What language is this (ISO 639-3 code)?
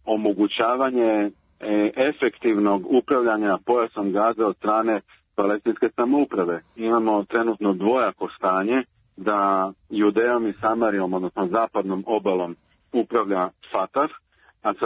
srp